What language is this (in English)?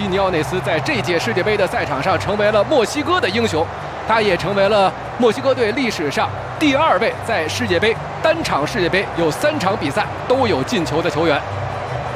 Chinese